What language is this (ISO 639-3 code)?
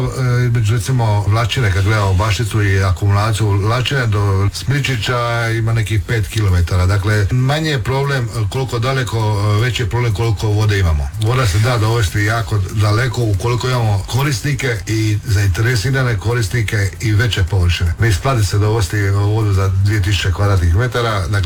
hrv